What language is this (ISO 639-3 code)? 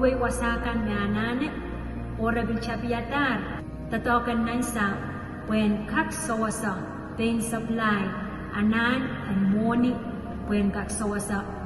pon